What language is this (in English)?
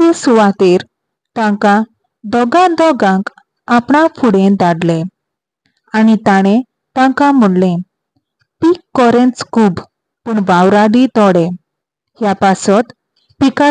Konkani